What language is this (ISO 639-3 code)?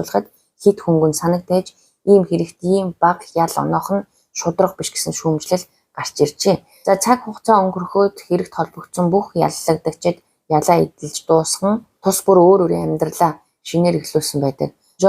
mon